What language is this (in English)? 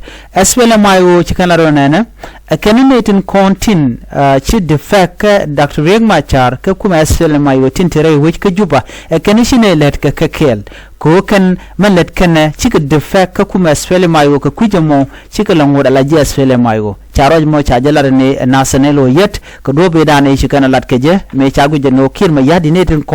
Nuer